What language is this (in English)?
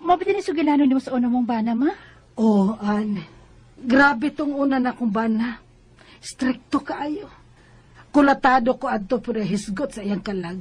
Cebuano